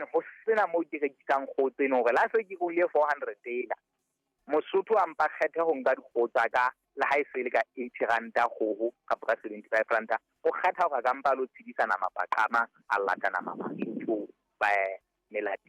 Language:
Southern Sotho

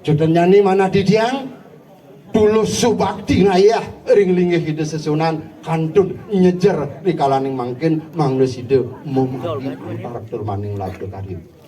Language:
Balinese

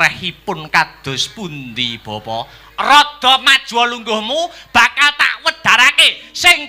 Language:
Javanese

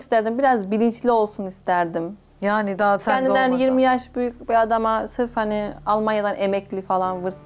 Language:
Turkish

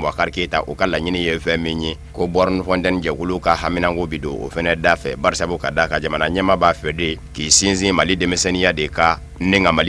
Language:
Bambara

